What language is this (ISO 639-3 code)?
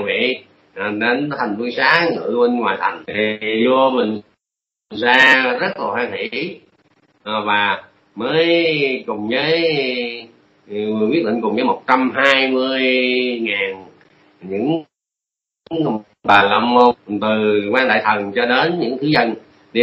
vie